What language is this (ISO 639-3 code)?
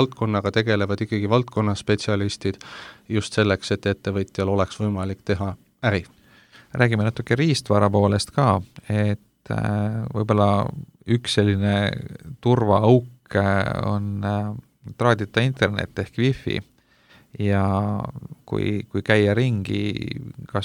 est